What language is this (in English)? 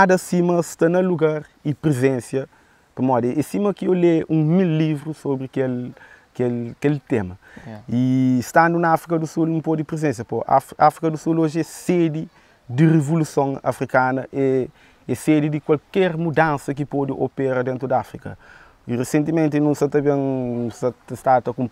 Kabuverdianu